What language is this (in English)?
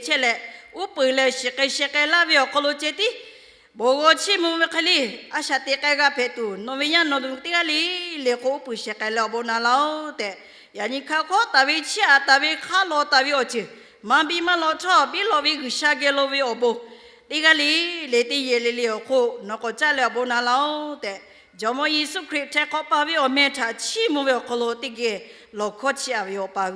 Lahu